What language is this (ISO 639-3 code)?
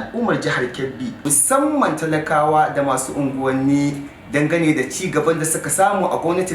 hau